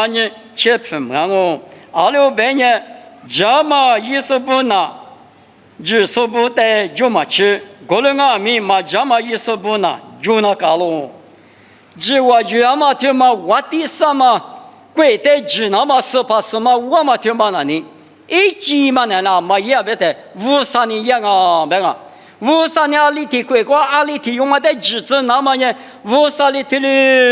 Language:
Lisu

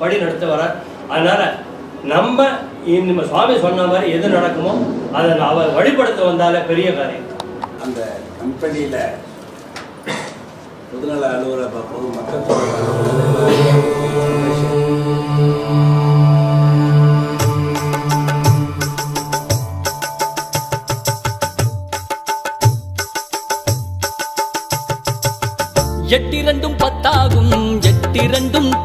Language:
Tamil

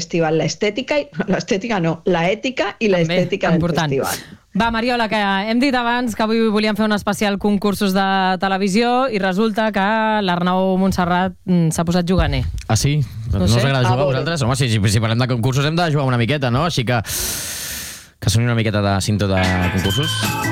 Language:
Catalan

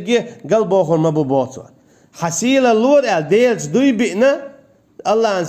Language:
Chechen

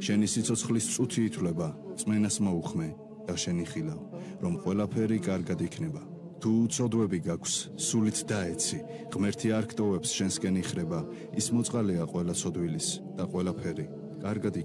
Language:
Georgian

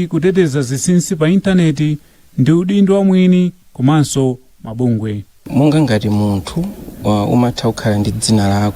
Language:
Nyanja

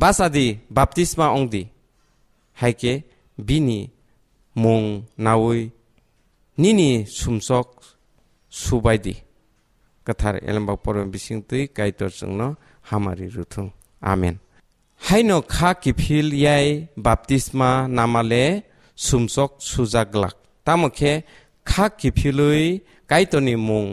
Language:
Kok Borok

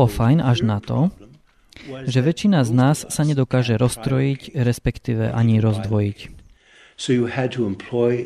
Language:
Slovak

